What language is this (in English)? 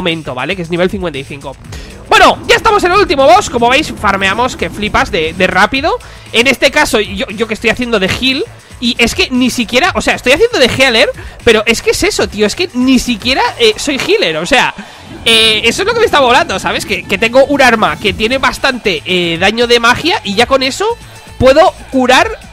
Spanish